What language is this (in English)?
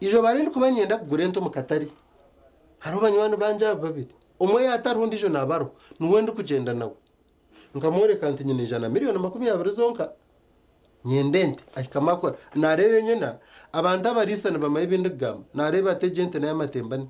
Nyankole